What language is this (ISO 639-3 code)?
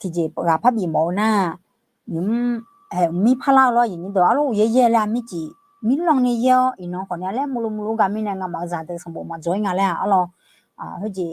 ahk